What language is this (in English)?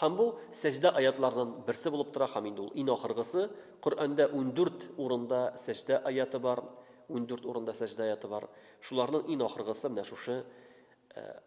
Tatar